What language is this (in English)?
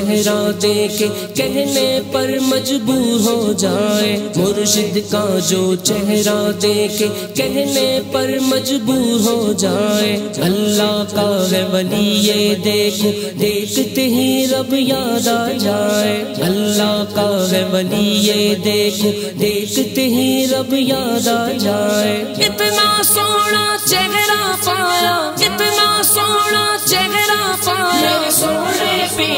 Urdu